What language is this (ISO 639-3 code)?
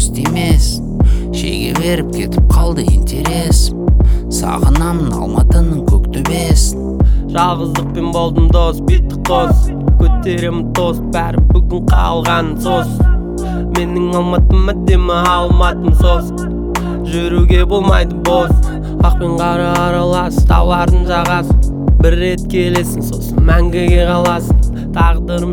kaz